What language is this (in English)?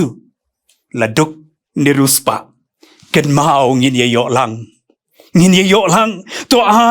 Khasi